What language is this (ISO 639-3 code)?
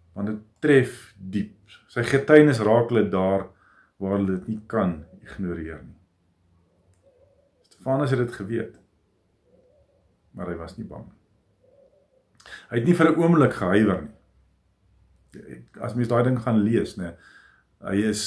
afr